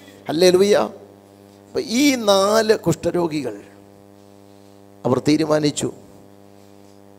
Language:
Malayalam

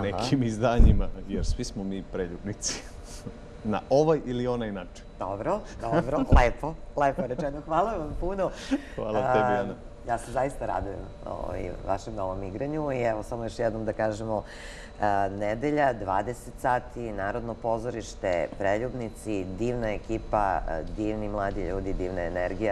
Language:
Serbian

